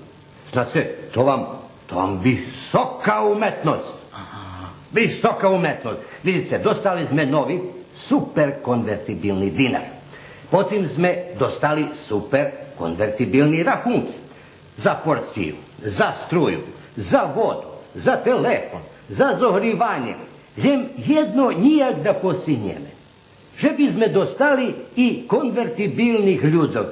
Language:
Rusyn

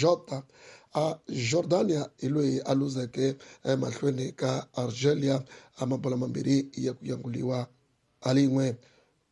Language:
Tsonga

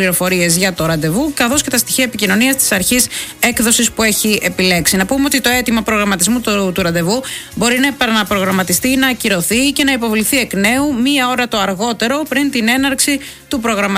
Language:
Greek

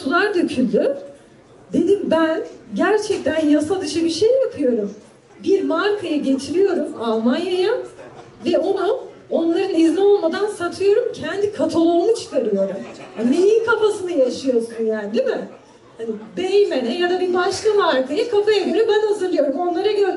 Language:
Turkish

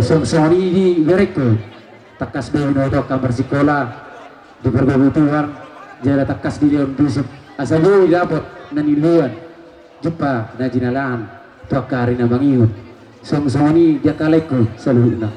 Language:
Batak Toba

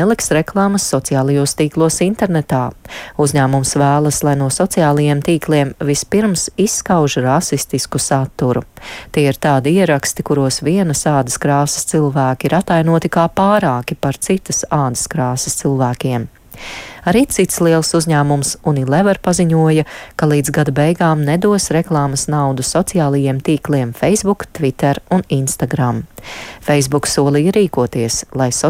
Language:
Latvian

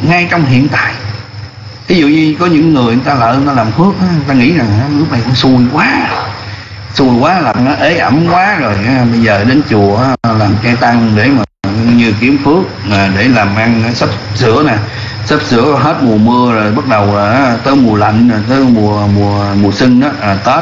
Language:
Vietnamese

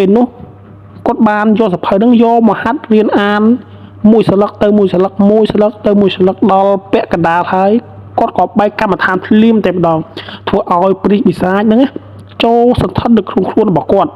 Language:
Khmer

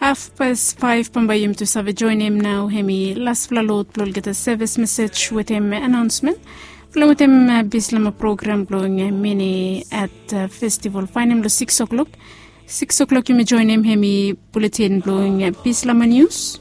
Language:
Bislama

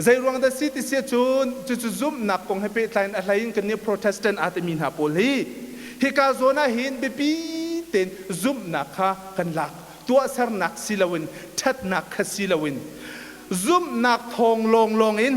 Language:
Hakha Chin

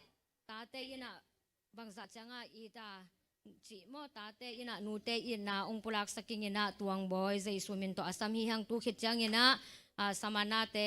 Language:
Tedim Chin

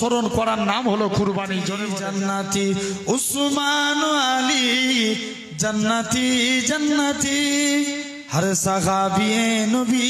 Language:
Bangla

